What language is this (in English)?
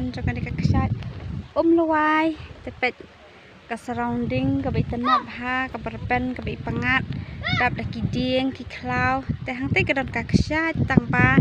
Khasi